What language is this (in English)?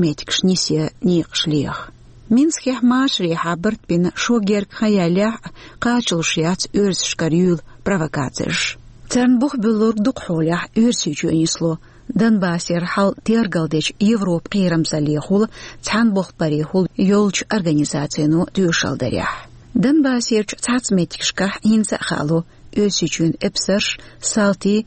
Chechen